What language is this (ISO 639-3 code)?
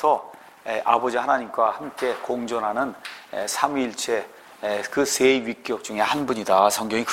kor